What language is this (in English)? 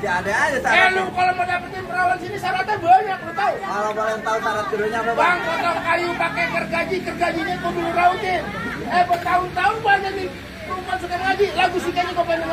Betawi